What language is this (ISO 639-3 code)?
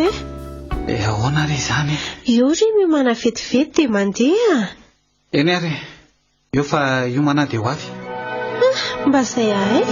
mlg